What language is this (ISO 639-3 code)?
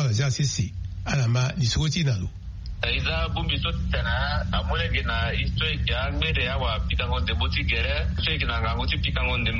sag